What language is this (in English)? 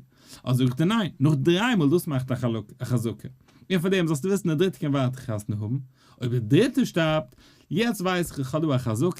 Yiddish